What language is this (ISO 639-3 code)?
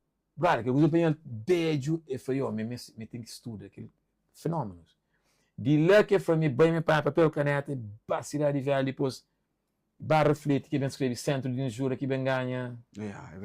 kea